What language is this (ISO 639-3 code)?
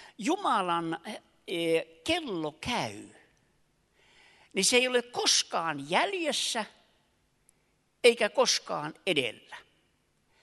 fin